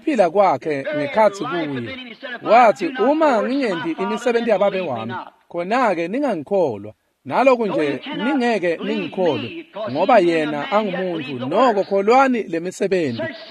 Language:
Swati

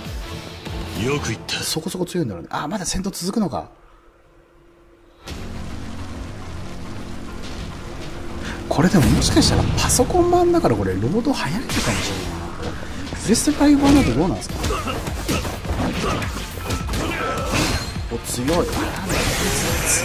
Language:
Japanese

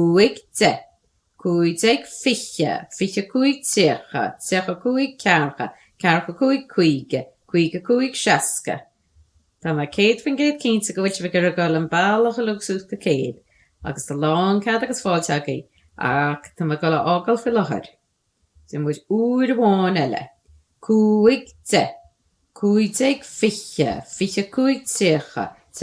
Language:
Irish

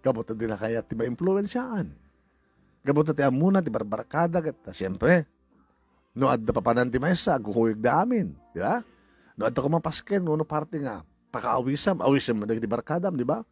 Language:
Iloko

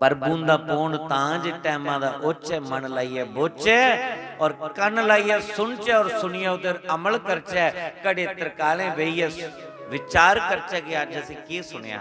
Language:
Dogri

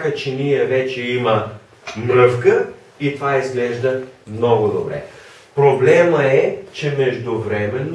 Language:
Bulgarian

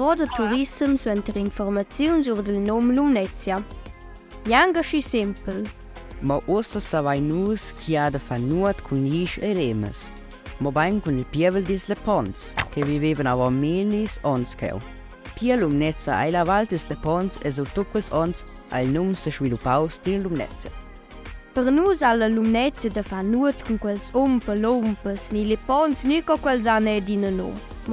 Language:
Romansh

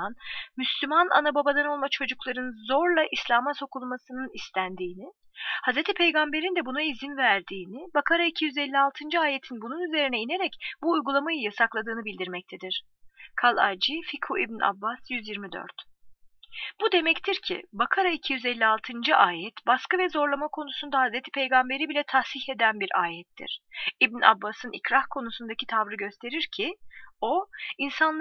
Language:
Turkish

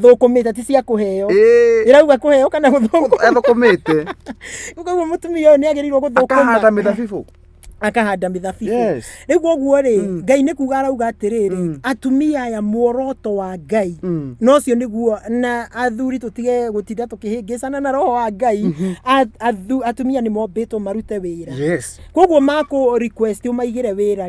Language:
Kikuyu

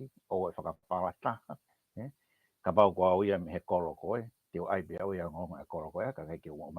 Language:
Tongan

